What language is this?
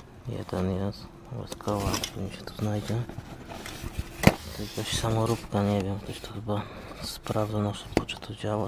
Polish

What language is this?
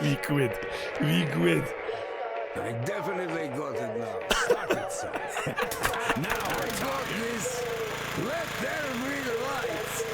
Bavarian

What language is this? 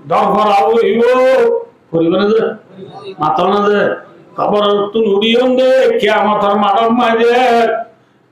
Rohingya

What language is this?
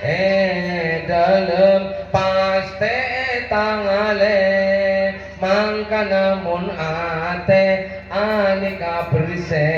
Madurese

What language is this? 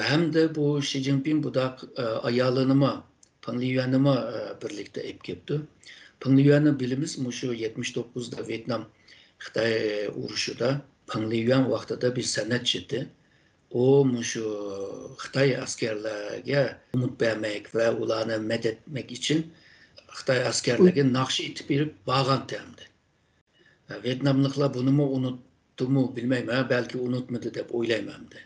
Uyghur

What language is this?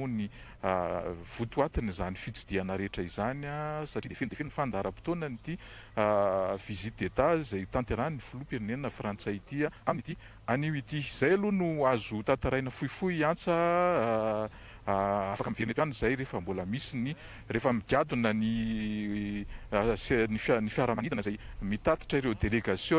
Malagasy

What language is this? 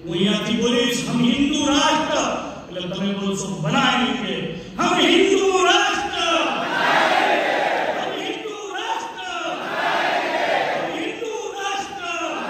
Gujarati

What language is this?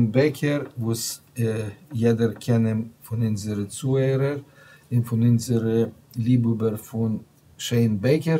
Yiddish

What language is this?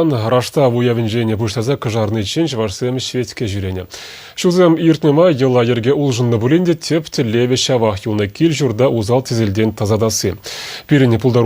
Chuvash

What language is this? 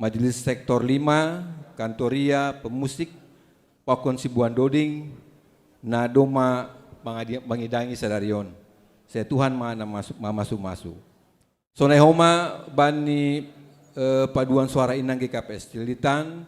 Batak Simalungun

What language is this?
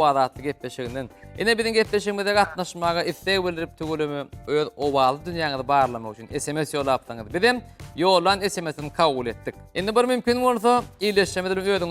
Turkmen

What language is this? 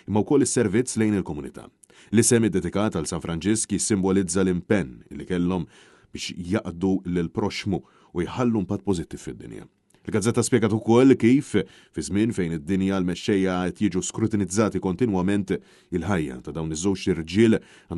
Maltese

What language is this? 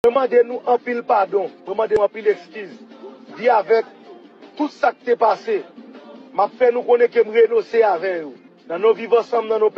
Haitian Creole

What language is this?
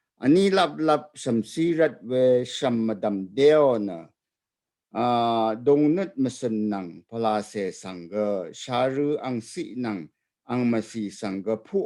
Rawang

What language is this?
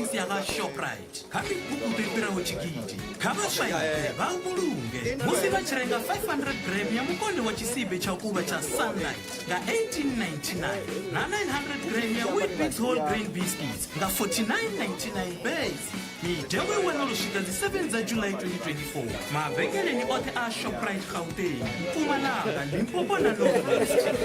Venda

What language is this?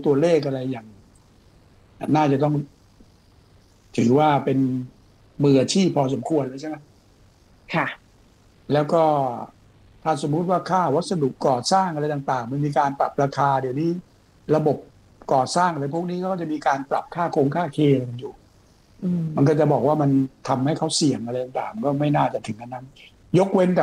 Thai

